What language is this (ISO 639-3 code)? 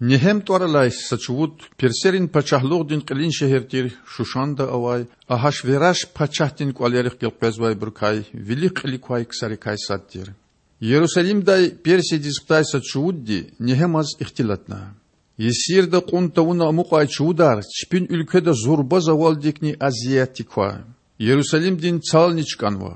lez